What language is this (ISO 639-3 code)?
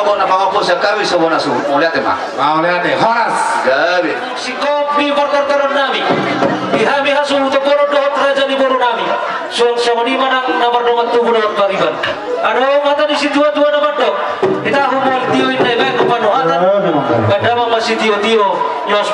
bbc